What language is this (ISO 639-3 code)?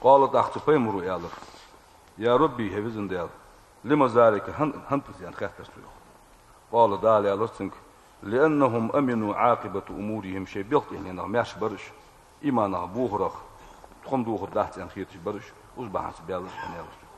inh